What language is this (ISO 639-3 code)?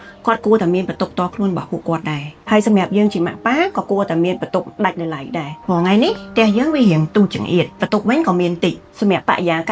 khm